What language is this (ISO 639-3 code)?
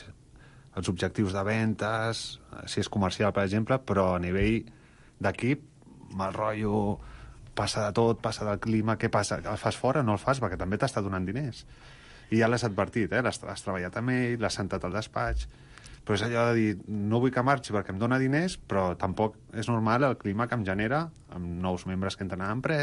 cat